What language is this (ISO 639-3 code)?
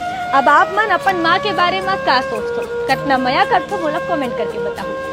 hne